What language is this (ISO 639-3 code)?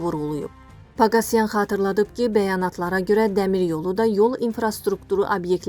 aze